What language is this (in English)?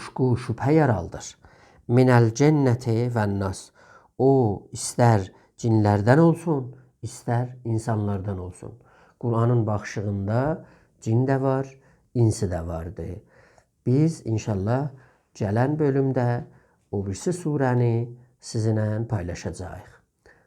South Azerbaijani